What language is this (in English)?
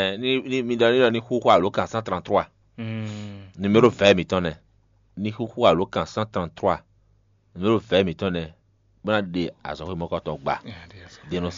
Fon